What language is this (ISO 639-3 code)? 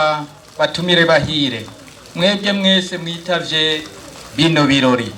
run